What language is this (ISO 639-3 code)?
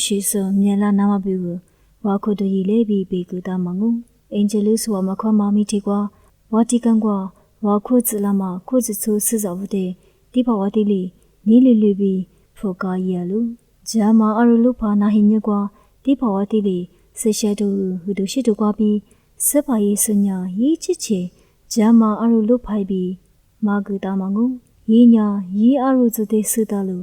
lis